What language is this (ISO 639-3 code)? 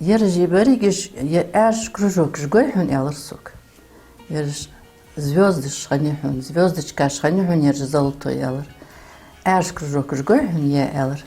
inh